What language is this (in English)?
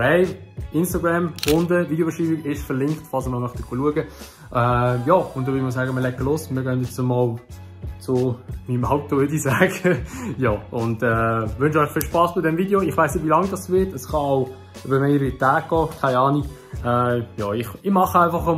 Swiss German